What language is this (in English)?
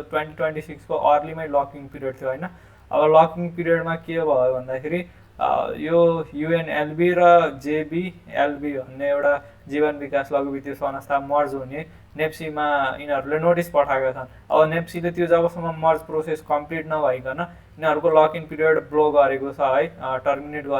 Nepali